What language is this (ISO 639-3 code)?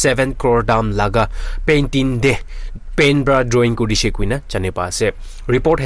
nag